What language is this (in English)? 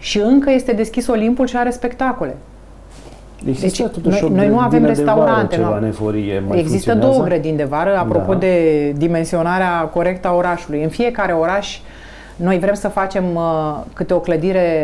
Romanian